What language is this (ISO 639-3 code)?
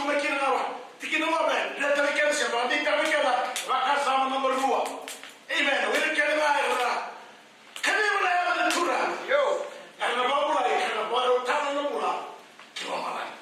fij